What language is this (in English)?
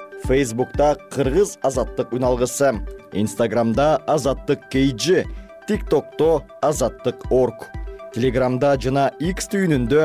Kyrgyz